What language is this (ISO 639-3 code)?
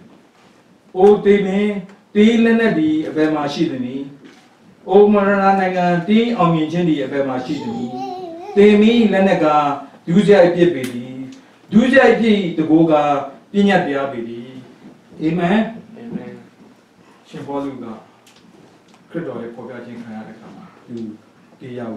mya